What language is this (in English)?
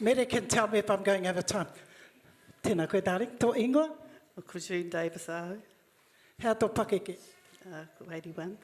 Māori